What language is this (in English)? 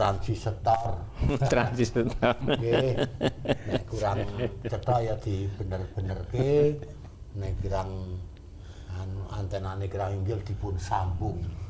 Javanese